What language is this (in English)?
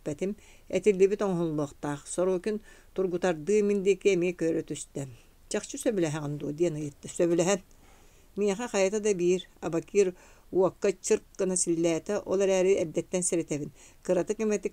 Yakut